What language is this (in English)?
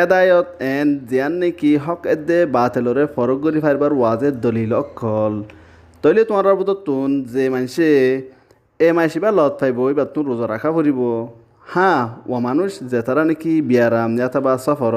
Rohingya